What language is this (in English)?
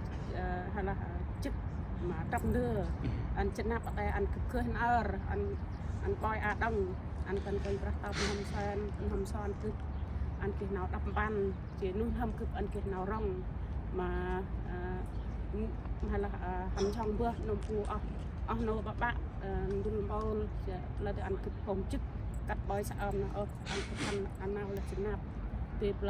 Central Mnong